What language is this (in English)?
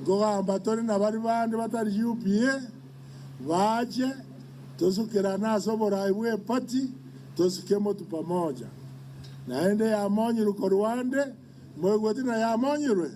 Gusii